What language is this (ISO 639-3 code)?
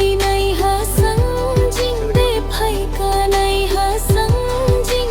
dis